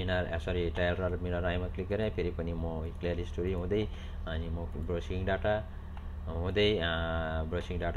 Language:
Nepali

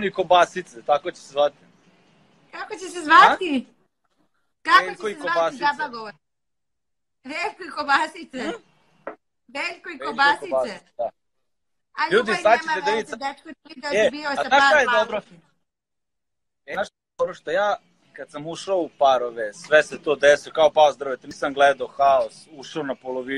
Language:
Serbian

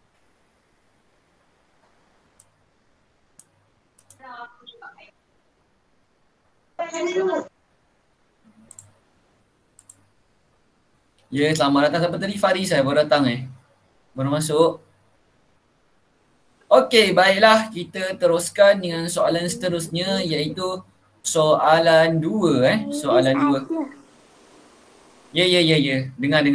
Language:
Malay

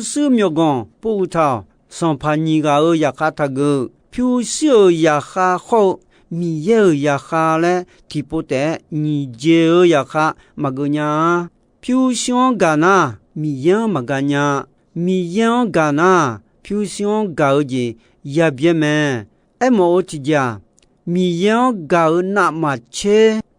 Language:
Akha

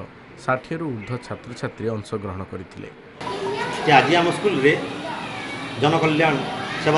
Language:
Odia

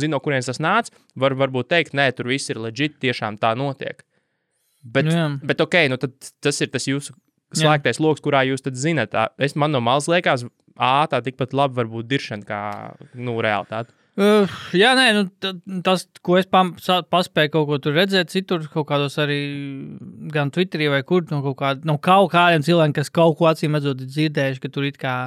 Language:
Latvian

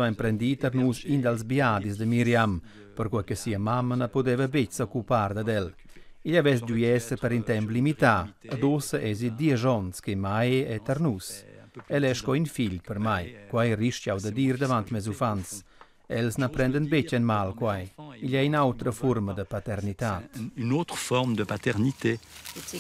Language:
Romansh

